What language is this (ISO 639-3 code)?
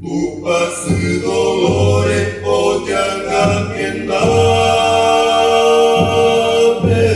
grn